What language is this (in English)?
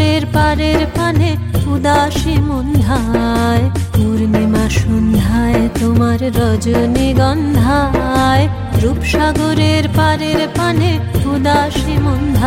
Bangla